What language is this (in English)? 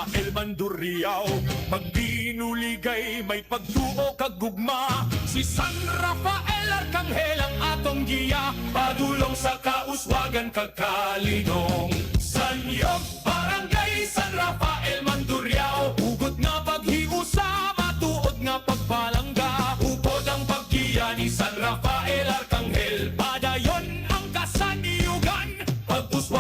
Hiligaynon